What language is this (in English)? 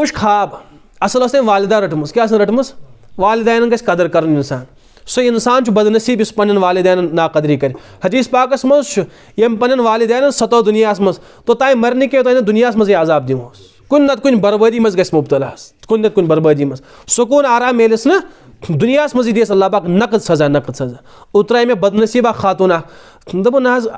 Kashmiri